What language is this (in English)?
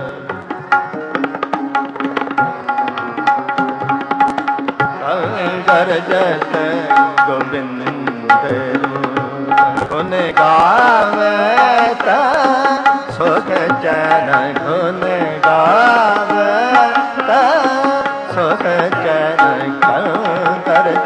Punjabi